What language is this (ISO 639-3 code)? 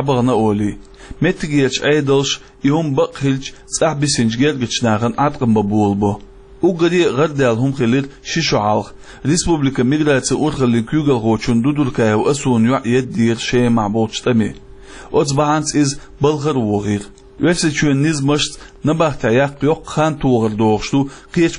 che